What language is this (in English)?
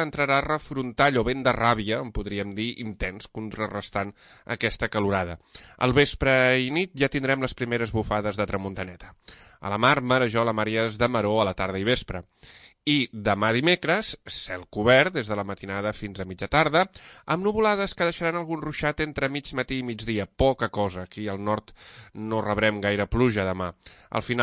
Catalan